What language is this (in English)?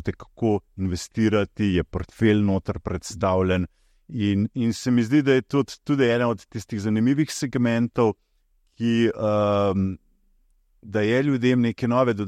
Slovenian